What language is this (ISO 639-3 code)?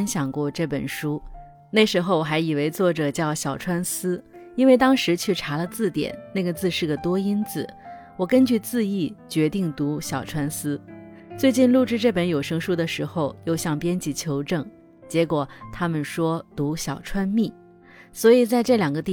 zho